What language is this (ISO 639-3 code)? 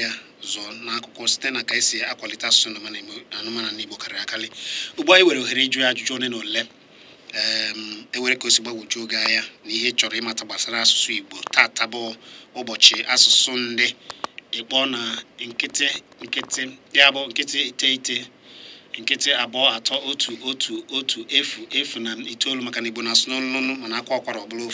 ibo